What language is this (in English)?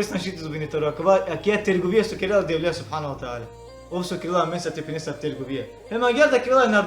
Balkan Romani